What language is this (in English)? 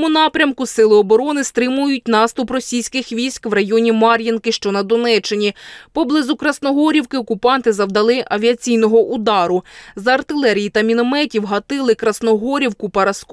Ukrainian